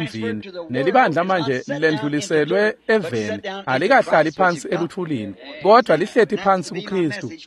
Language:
Swati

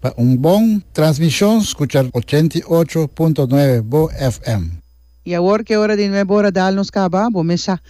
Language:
Papiamento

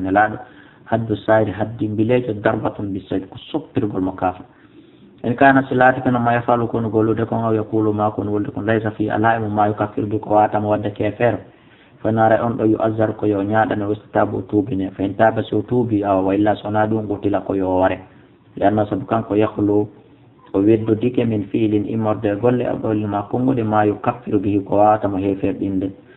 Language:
Fula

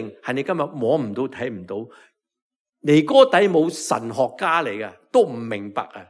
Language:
Cantonese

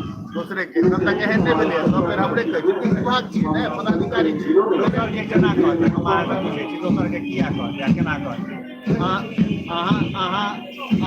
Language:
Maithili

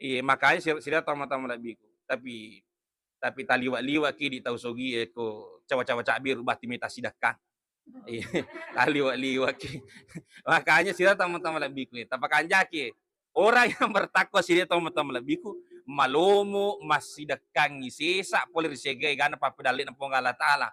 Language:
Buginese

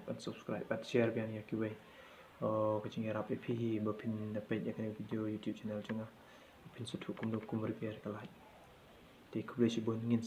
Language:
Khasi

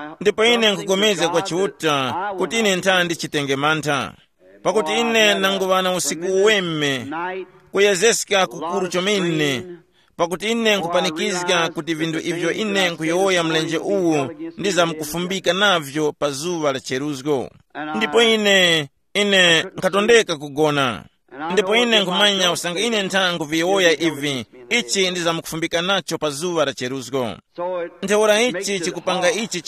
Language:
Tumbuka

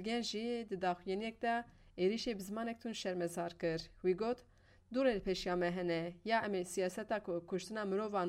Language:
Kurdish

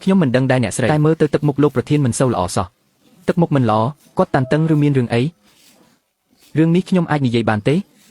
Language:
Khmer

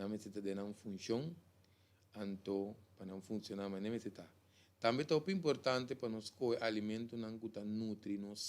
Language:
Papiamento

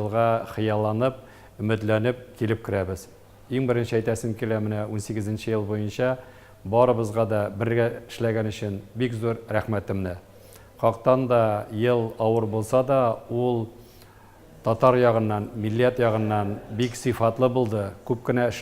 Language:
Tatar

